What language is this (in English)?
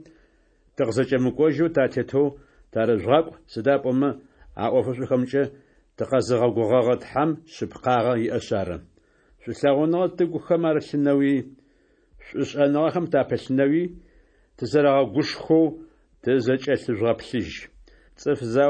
Adyghe